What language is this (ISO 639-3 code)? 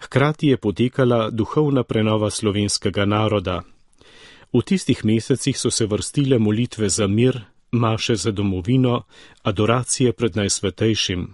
slv